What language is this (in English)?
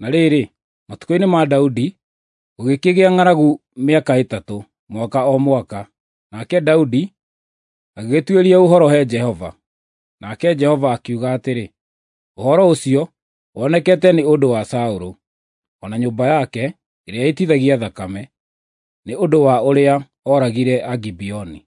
Kikuyu